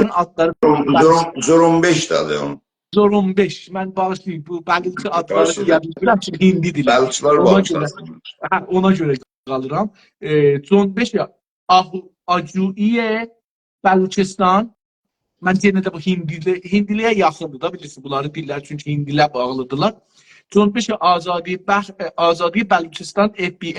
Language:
South Azerbaijani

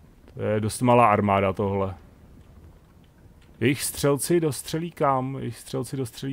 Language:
Czech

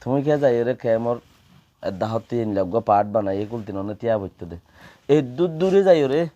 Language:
Rohingya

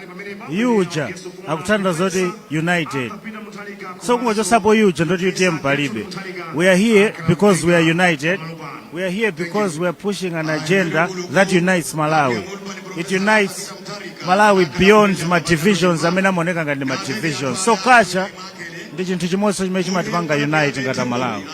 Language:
Nyanja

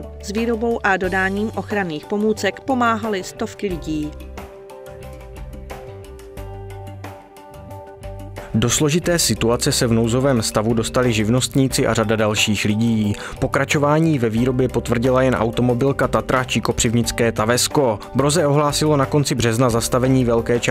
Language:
Czech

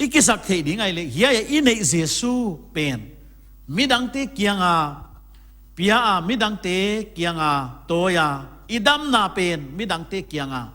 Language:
Paite Chin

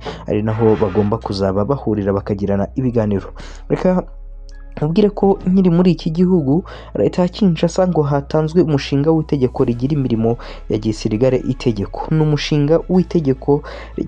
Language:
Kinyarwanda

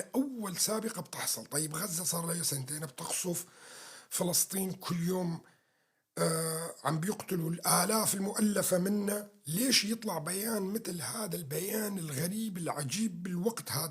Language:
North Levantine Arabic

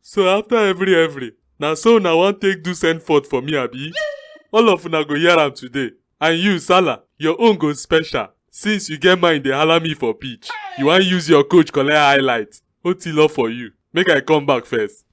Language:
Nigerian Pidgin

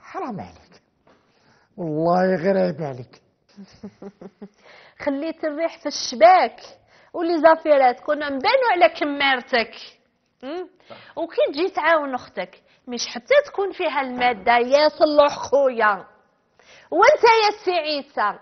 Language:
Algerian Arabic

